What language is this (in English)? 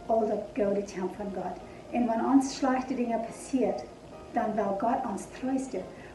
Plautdietsch